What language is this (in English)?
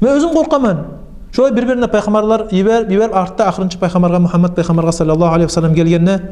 Kumyk